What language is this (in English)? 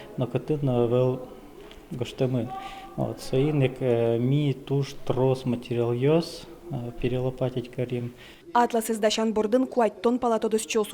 Udmurt